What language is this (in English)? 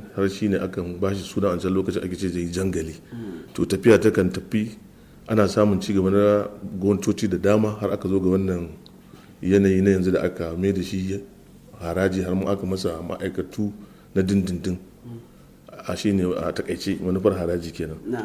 Hausa